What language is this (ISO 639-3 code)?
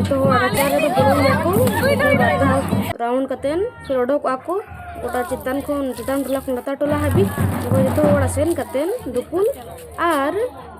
sat